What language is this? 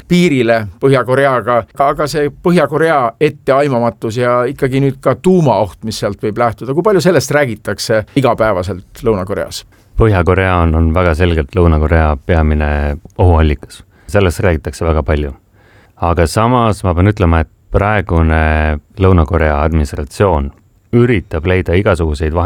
Estonian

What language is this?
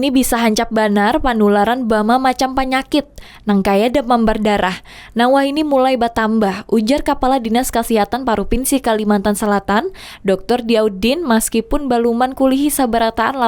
Banjar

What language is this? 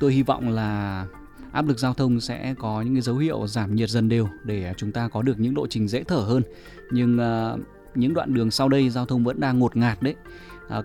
Vietnamese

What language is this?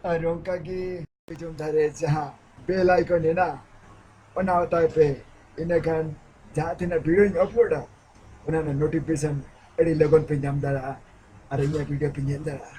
Santali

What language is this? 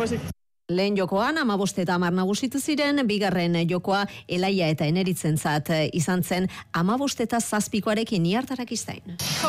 Basque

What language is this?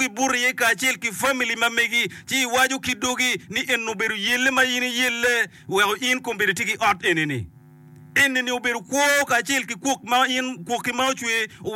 Acoli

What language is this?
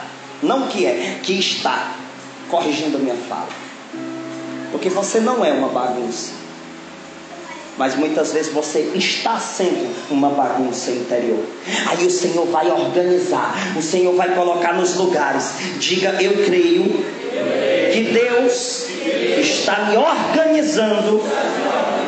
Portuguese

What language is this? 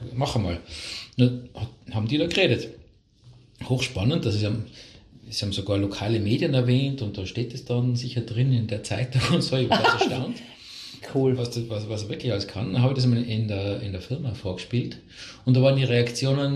German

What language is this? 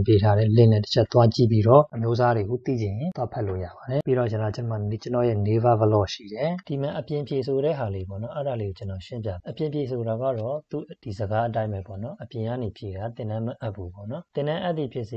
Burmese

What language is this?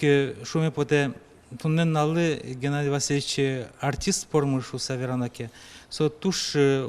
Udmurt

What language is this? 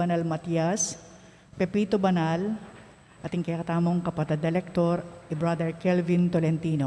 Pampanga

